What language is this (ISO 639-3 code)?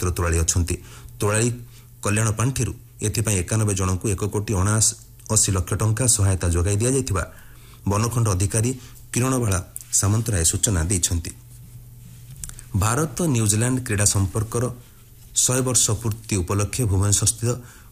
ori